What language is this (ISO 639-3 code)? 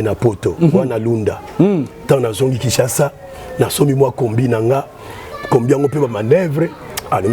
lin